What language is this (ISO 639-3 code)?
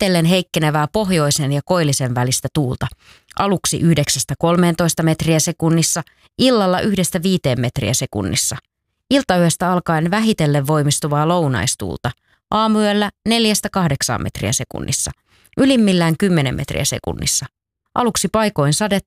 fin